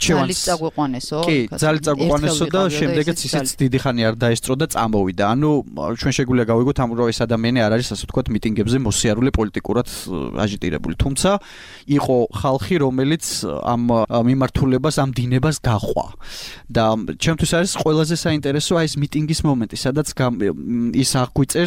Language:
Georgian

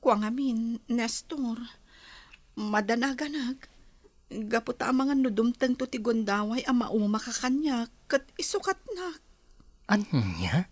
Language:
Iloko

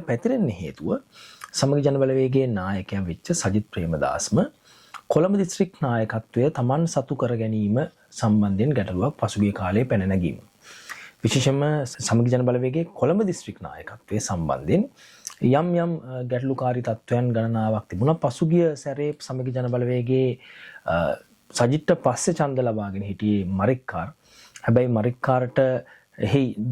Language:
Sinhala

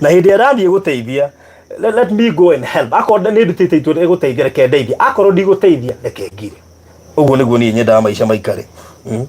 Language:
Kikuyu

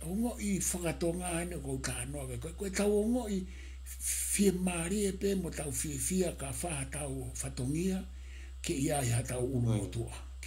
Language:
Tongan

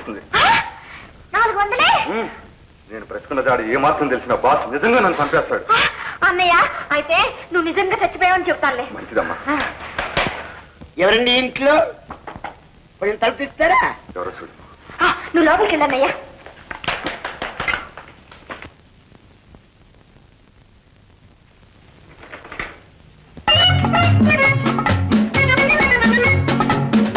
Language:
Telugu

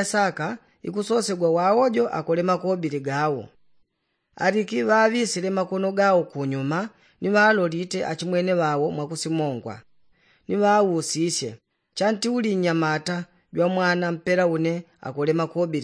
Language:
Yao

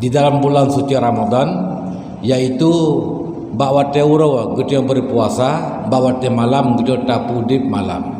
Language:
Achinese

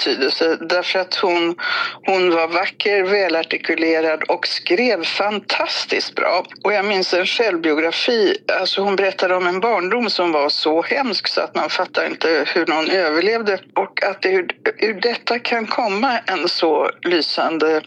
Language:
Swedish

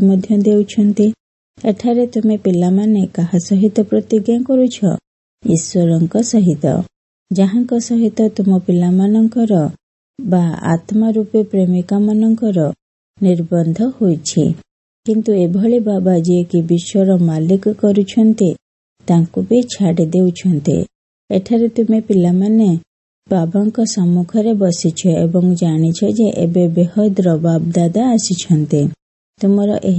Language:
Odia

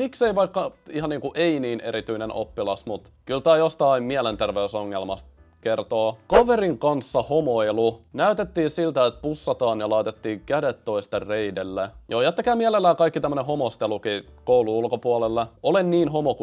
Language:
Finnish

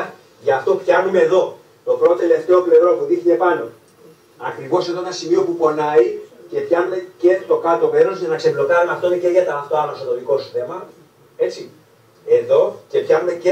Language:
Greek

